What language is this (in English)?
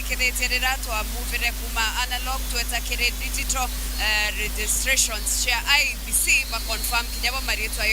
Meru